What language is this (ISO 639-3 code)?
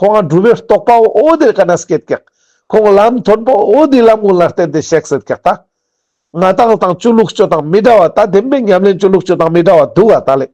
lbj